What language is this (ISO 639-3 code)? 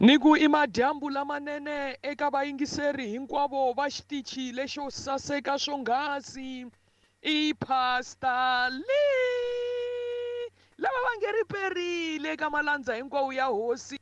tso